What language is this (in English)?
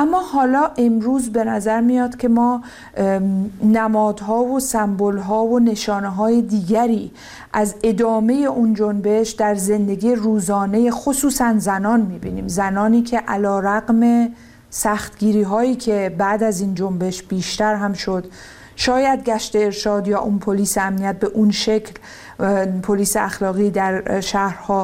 Persian